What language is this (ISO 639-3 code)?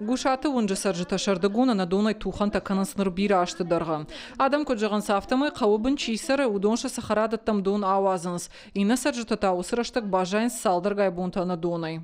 oss